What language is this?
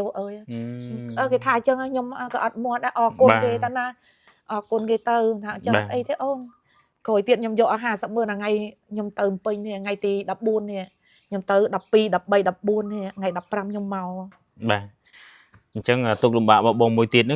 Khmer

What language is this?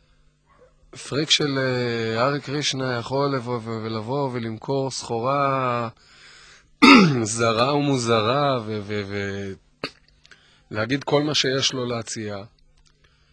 Hebrew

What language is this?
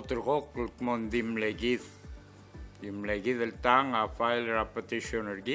Palauan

